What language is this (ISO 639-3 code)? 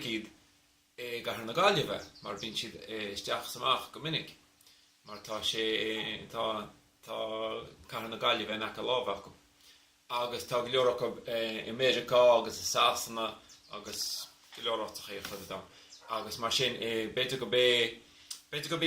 gle